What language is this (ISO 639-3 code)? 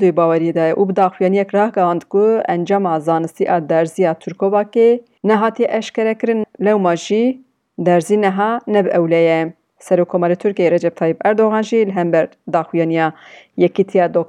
kur